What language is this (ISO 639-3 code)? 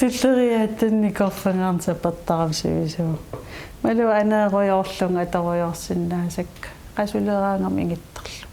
kal